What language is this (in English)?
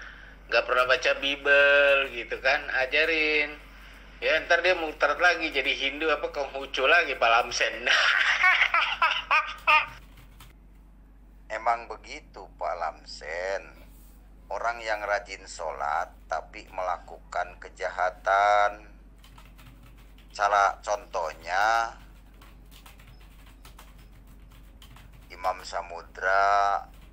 Indonesian